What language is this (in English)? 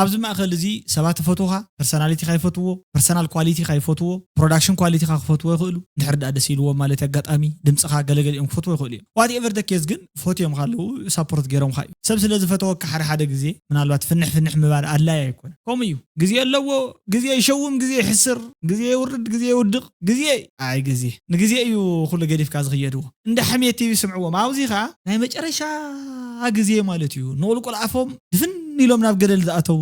Tigrinya